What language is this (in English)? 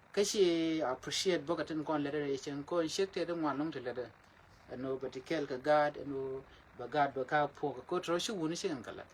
Nuer